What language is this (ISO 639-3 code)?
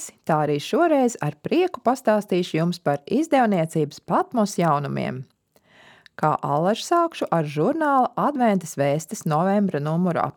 lav